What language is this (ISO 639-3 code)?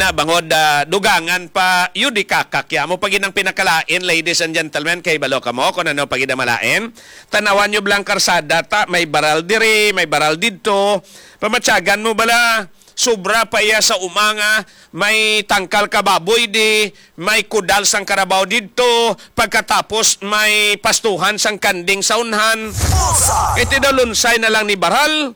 hil